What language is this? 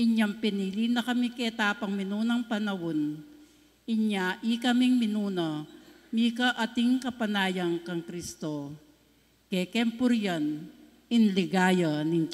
Pampanga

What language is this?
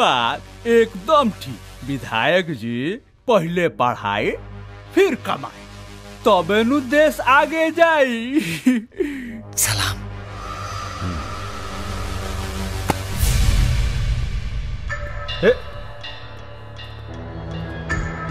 Bhojpuri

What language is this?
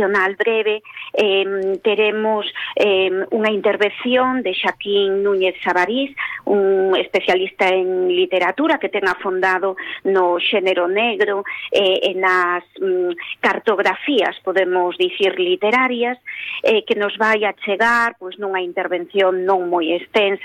Galician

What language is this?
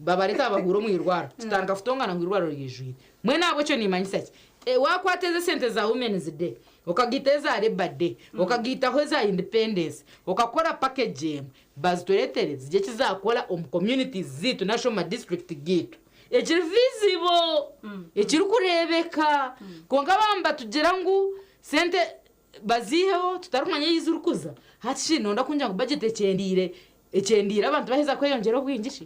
Nyankole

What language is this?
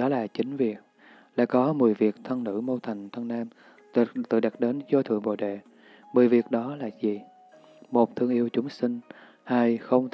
Vietnamese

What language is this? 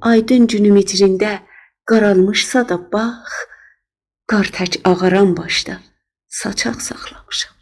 South Azerbaijani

